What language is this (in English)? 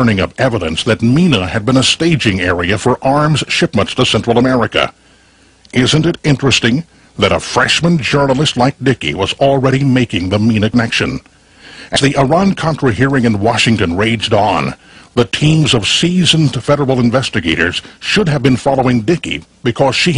English